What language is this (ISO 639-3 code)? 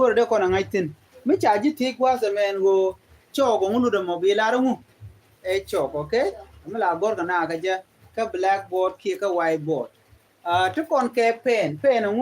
nus